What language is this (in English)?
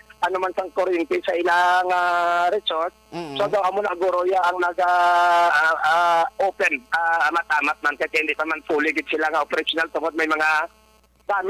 Hiligaynon